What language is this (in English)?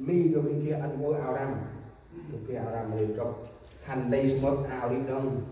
Central Mnong